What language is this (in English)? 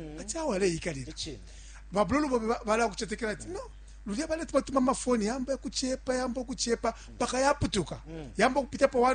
Bemba